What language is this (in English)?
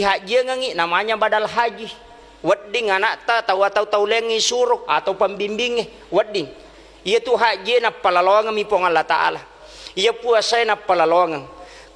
Buginese